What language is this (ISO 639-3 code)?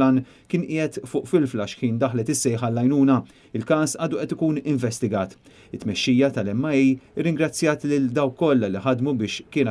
mlt